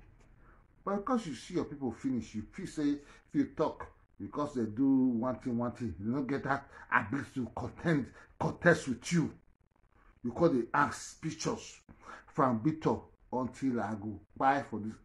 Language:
Nigerian Pidgin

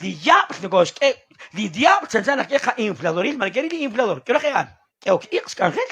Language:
Kekchí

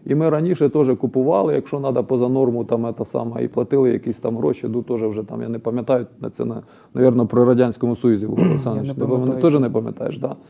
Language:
Ukrainian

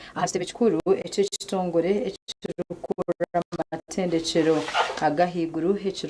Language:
Nyankole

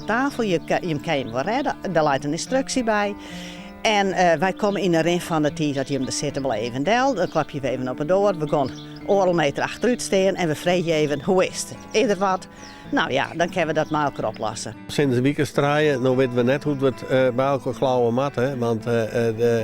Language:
Western Frisian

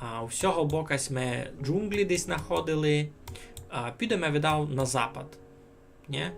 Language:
Rusyn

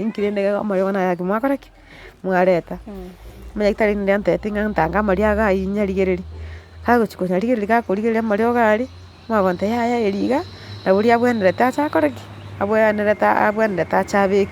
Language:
Gusii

